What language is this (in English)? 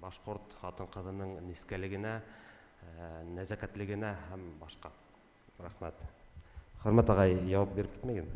Bashkir